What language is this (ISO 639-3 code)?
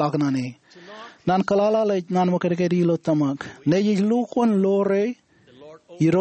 mah